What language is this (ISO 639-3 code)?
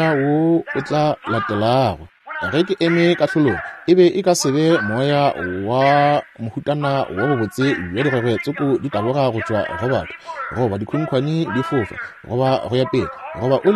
nso